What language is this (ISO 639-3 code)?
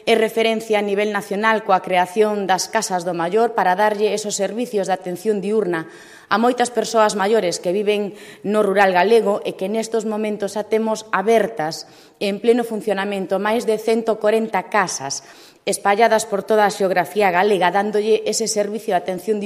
glg